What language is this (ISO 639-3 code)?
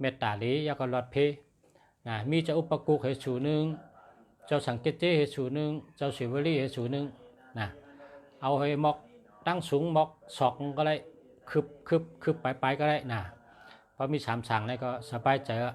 shn